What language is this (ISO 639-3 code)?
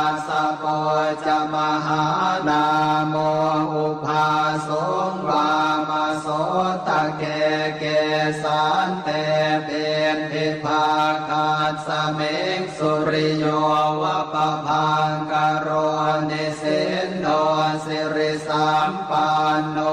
pli